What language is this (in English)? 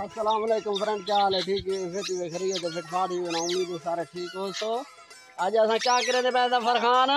Saraiki